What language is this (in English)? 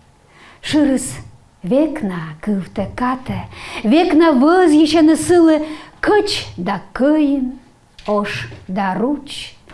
Komi